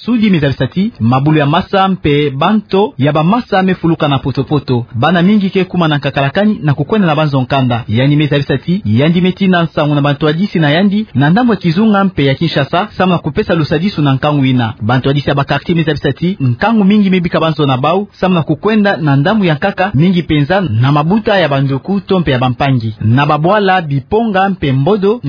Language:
Kituba (Democratic Republic of Congo)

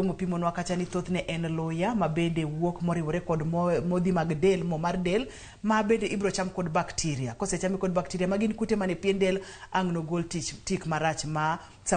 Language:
Luo (Kenya and Tanzania)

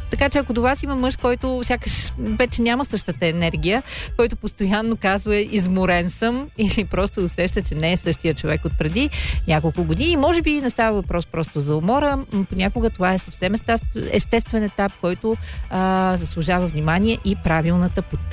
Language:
Bulgarian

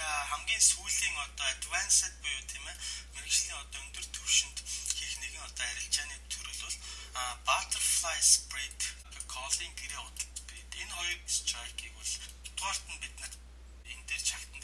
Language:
Mongolian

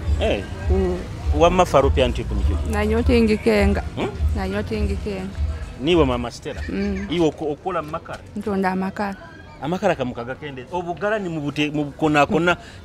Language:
Nyoro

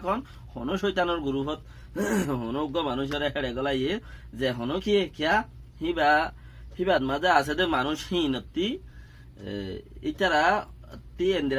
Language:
Rohingya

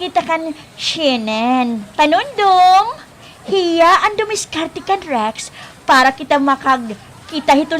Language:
Waray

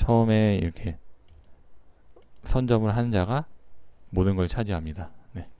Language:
Korean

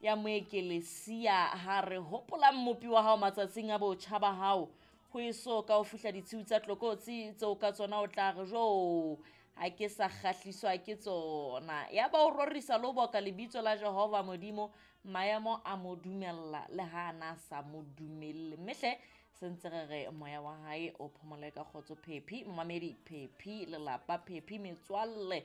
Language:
Southern Sotho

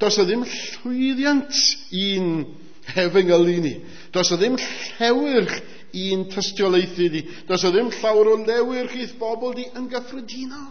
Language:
Welsh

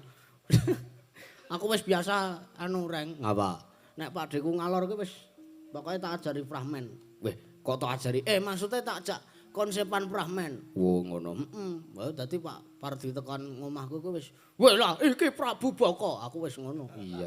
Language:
Javanese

